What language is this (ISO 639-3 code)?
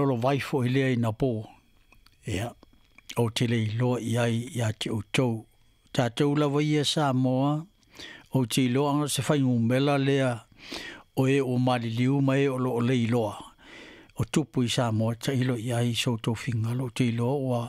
smo